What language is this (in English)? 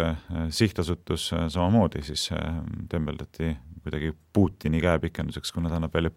Estonian